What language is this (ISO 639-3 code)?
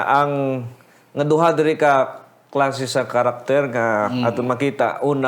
hil